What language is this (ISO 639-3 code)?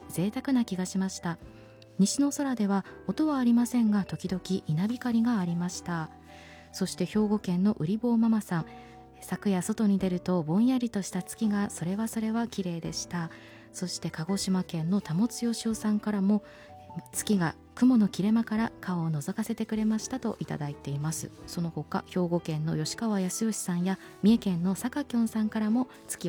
jpn